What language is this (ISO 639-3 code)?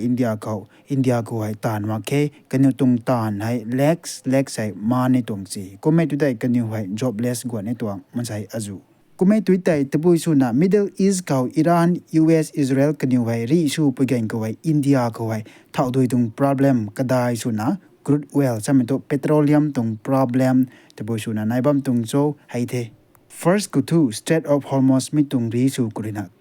nbu